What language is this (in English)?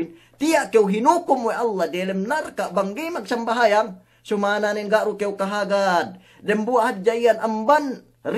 Yakan